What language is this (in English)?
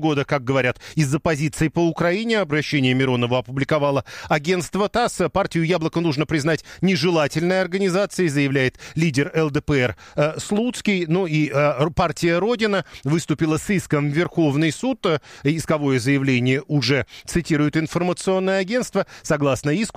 Russian